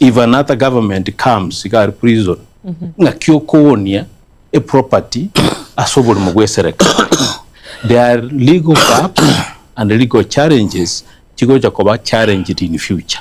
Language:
Gusii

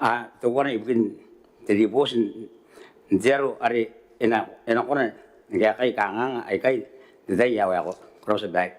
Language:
Gilbertese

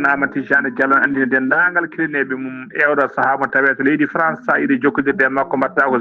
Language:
Fula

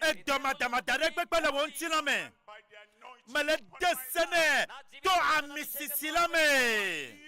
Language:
Ewe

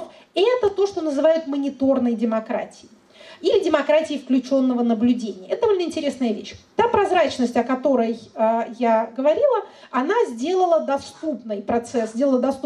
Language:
Russian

